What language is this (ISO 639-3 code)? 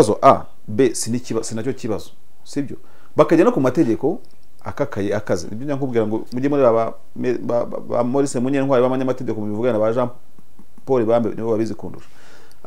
kin